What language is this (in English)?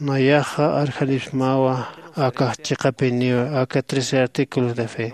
Aymara